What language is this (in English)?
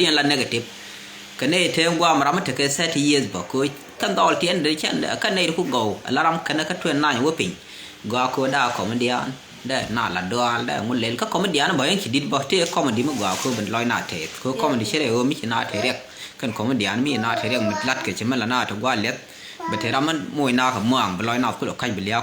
Nuer